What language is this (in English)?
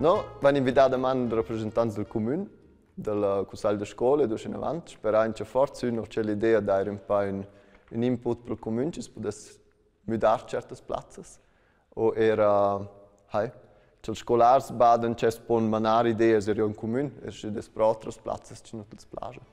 Romansh